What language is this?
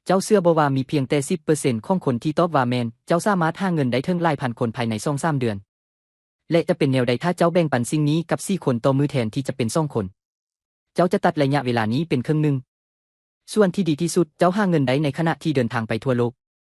Lao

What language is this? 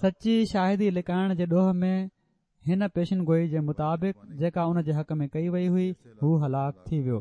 Sindhi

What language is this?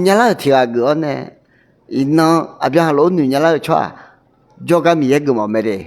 Akha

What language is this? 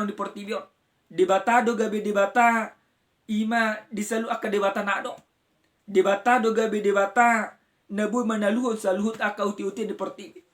Batak Toba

